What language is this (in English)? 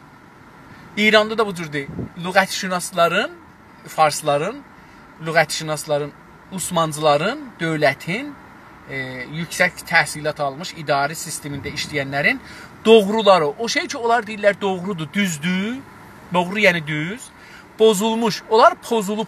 South Azerbaijani